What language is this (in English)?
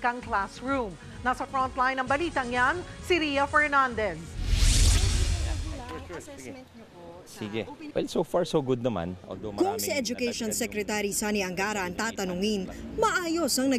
Filipino